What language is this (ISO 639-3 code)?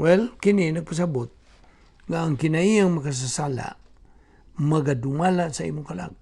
ceb